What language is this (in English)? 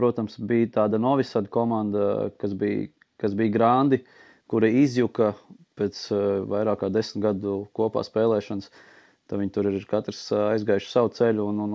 Latvian